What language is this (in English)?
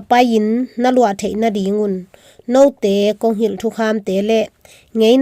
Tedim Chin